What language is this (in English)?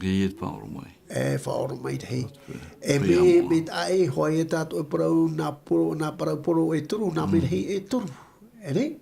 Tahitian